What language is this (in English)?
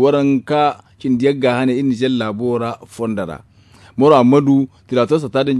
Zarma